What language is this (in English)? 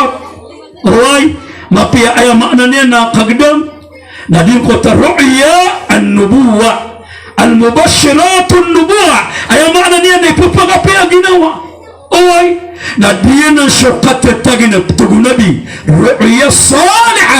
Maranao